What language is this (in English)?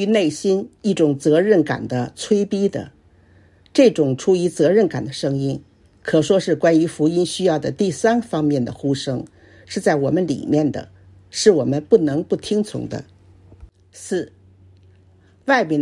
Chinese